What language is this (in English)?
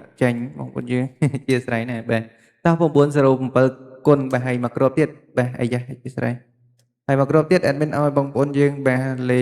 Khmer